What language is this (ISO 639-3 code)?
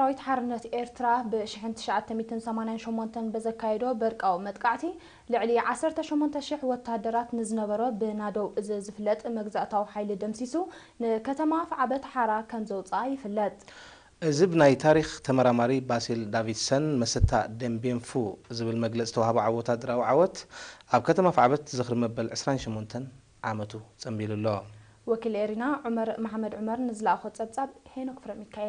tir